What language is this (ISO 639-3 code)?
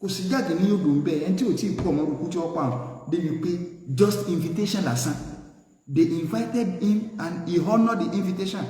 yor